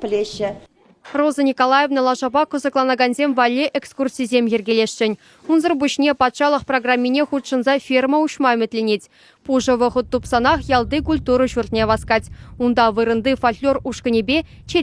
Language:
Chuvash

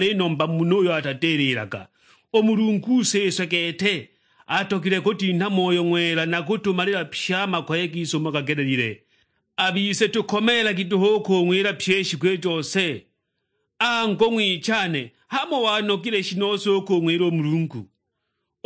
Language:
Sukuma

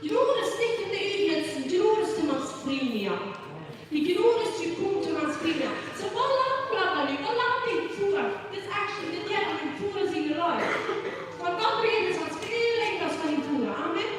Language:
Plautdietsch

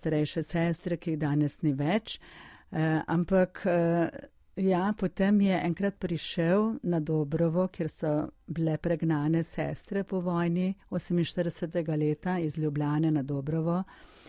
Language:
Slovenian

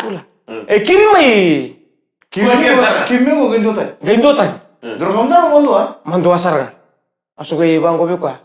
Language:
Fijian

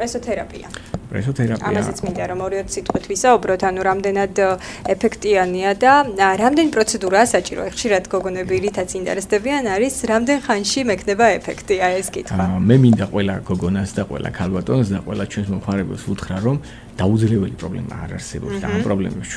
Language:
Georgian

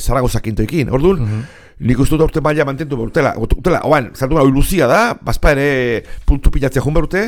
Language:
Basque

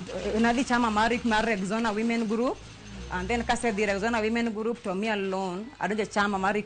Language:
Luo (Kenya and Tanzania)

